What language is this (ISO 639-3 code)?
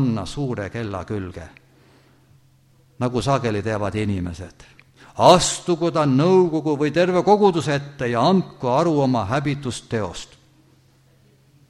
est